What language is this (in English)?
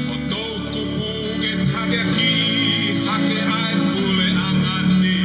Tongan